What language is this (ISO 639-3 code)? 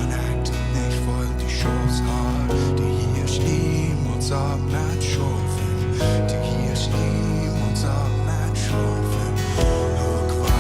pdt